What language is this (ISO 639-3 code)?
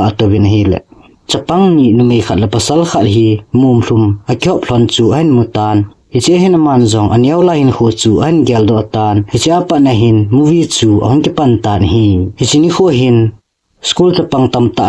tcz